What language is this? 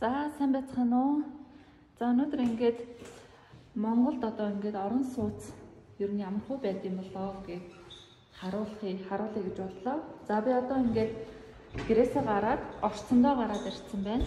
Mongolian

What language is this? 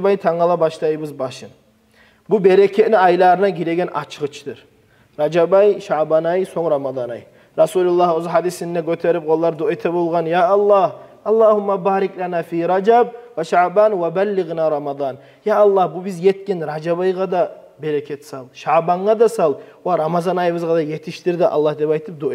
Kumyk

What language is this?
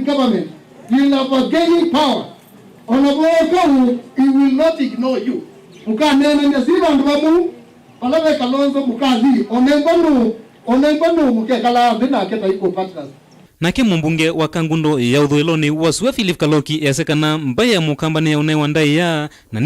Kamba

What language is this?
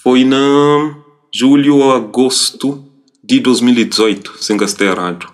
Kabuverdianu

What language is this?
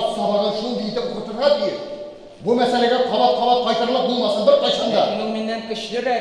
Tatar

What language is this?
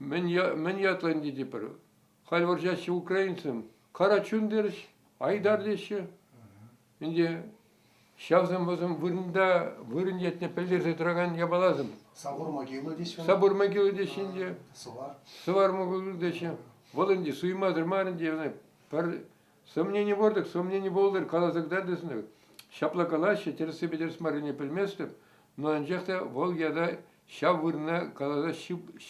Chuvash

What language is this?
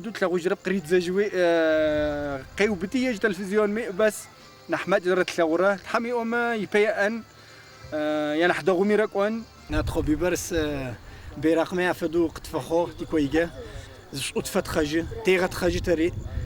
Adyghe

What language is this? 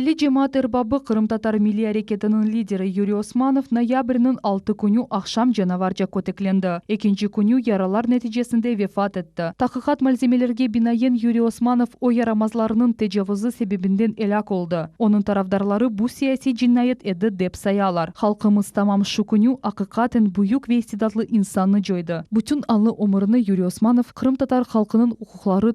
Crimean Tatar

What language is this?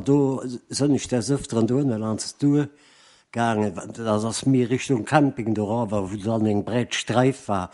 Luxembourgish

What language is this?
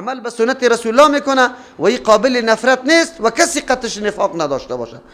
Persian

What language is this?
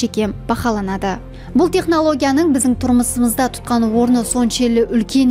Kara-Kalpak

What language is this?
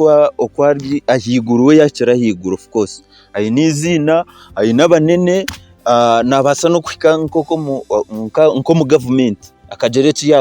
Nyankole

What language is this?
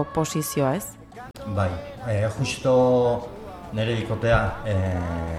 Basque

